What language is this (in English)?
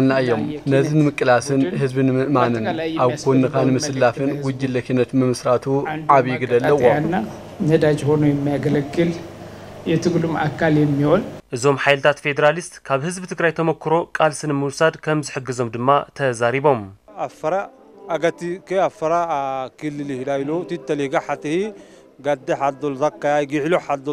Tigrinya